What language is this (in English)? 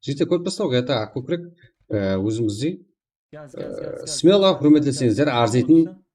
Kara-Kalpak